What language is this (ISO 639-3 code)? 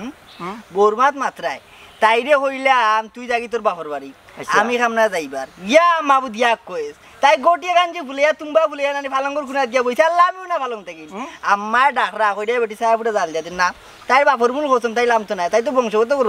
syl